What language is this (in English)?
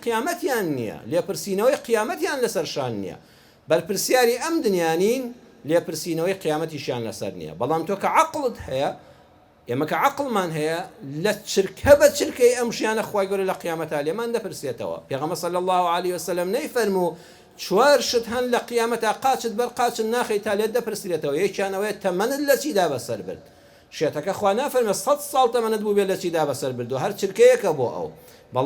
Central Kurdish